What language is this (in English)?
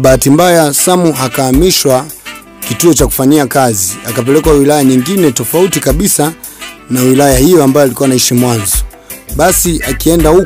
Swahili